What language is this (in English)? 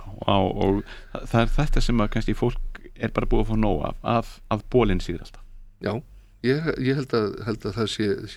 Icelandic